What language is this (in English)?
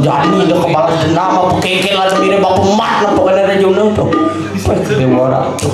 Balinese